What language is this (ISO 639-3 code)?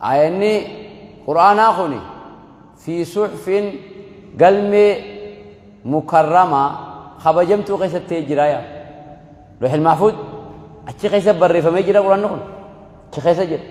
orm